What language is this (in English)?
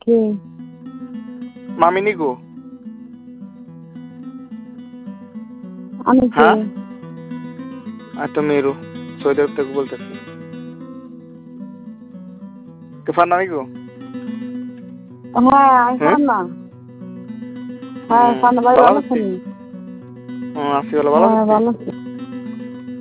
Bangla